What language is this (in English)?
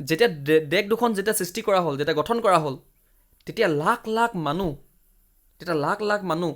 Assamese